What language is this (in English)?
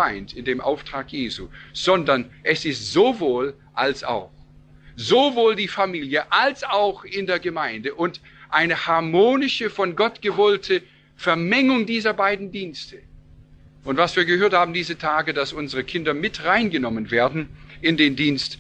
German